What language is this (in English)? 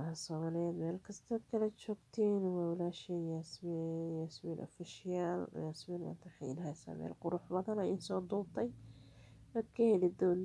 Somali